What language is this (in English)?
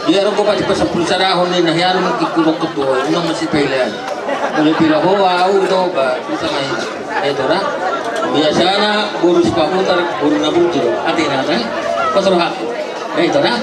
Batak Toba